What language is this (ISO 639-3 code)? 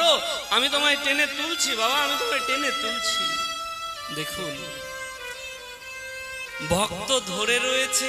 ben